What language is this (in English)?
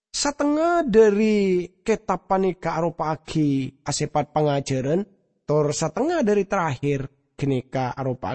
Madurese